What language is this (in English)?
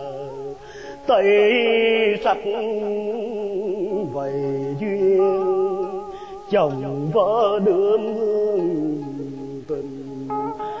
Vietnamese